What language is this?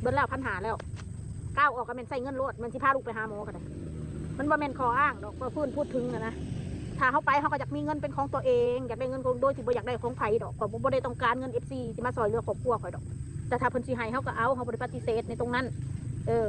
Northeastern Thai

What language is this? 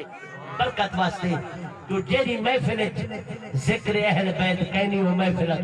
Saraiki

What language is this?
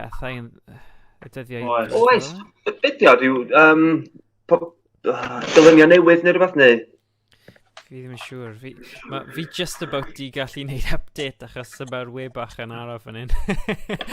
Welsh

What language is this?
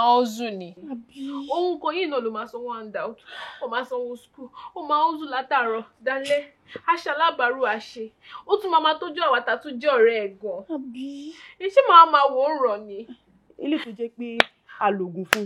Yoruba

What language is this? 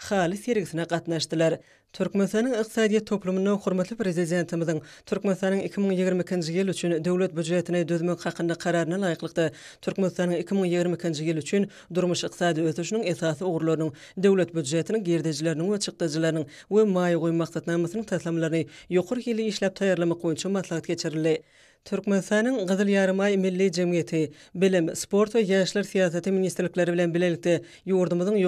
Turkmen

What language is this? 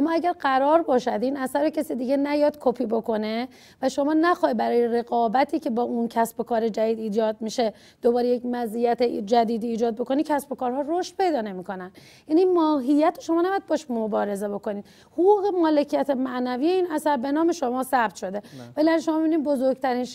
Persian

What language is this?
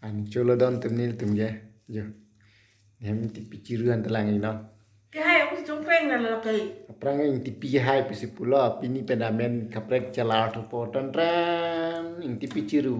Karbi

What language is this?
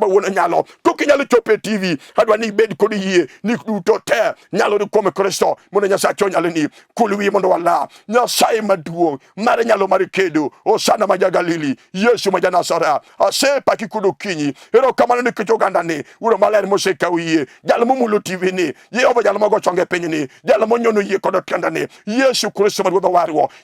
Luo (Kenya and Tanzania)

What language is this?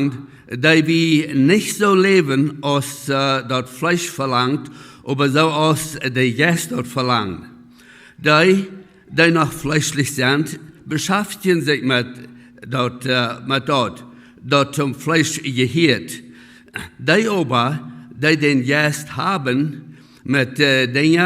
Plautdietsch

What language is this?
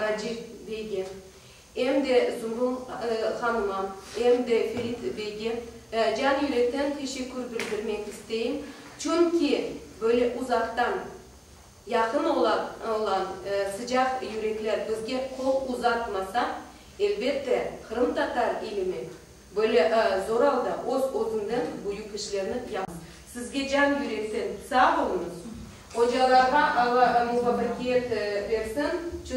Crimean Tatar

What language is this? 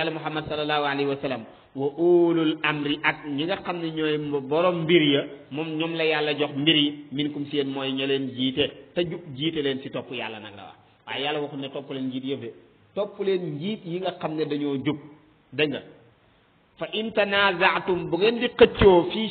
Wolof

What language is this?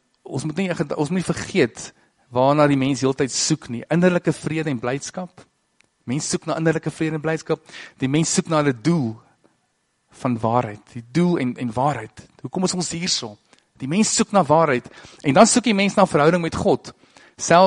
Afrikaans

